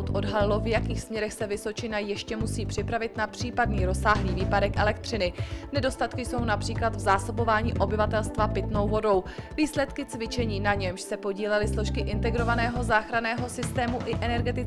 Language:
Czech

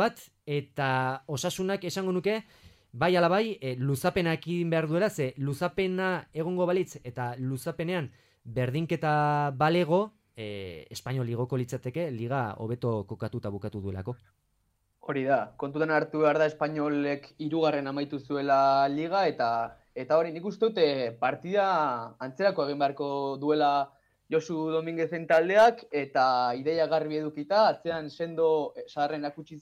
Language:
Basque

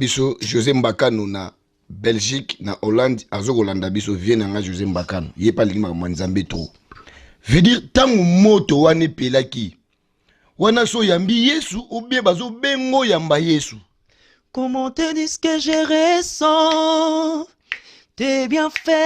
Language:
Lingala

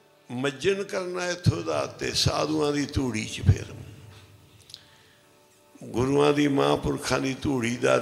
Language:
Punjabi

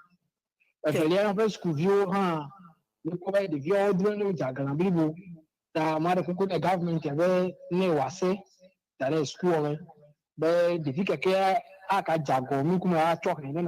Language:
Ewe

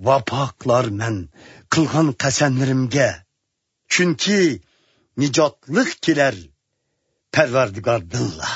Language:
Uyghur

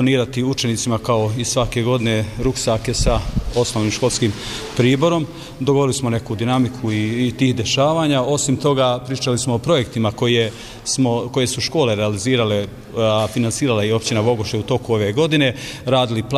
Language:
Bosnian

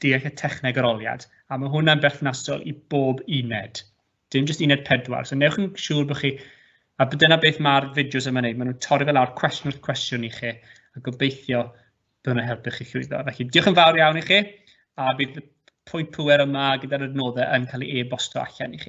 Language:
Welsh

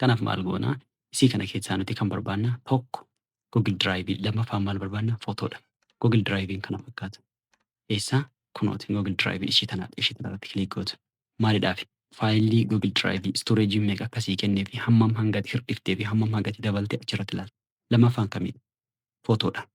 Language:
Oromo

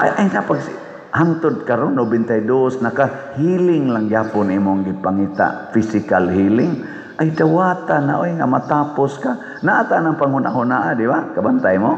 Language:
Cebuano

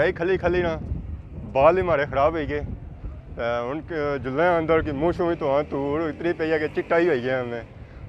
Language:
Pahari-Potwari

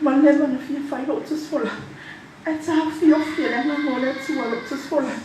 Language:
Samoan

